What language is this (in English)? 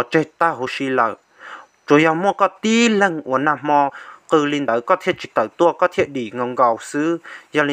Hmong